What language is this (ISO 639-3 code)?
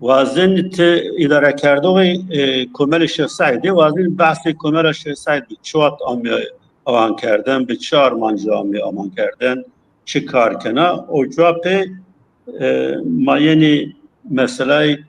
zza